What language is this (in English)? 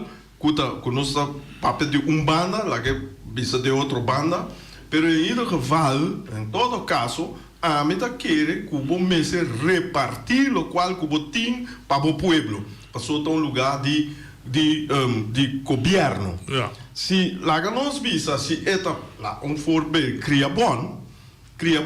Papiamento